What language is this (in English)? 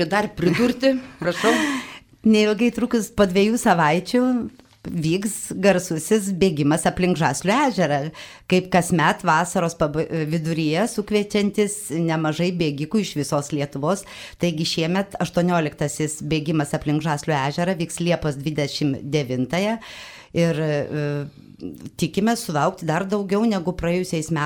Lithuanian